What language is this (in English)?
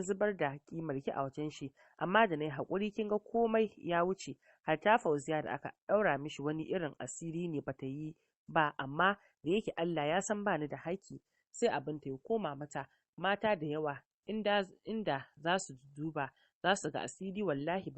Hausa